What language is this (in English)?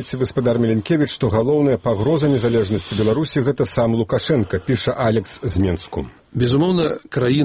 Belarusian